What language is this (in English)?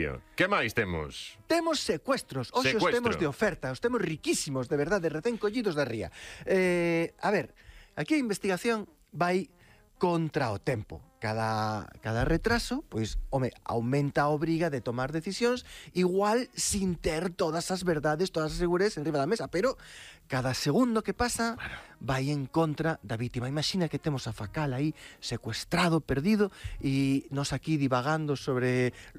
Galician